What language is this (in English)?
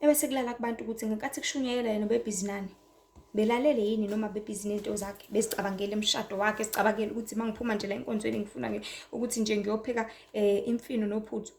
Zulu